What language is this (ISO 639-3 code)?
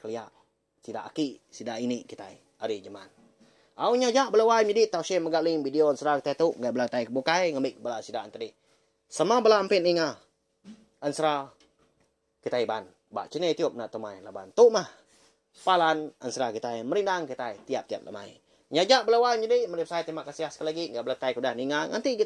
iba